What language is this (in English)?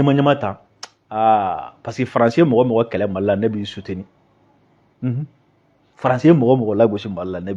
Bambara